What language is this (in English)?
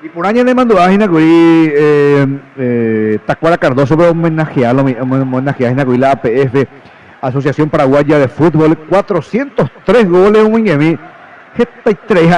Guarani